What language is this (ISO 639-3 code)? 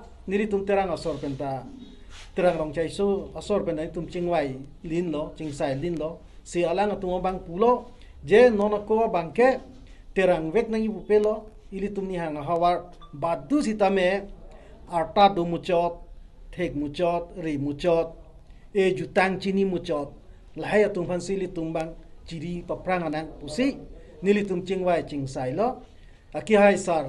mjw